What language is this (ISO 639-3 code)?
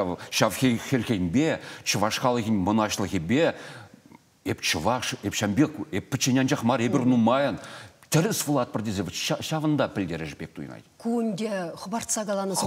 chv